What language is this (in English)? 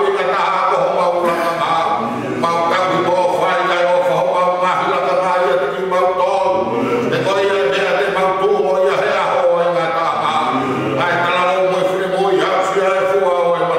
Tongan